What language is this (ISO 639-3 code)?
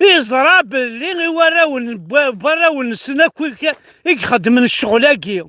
kab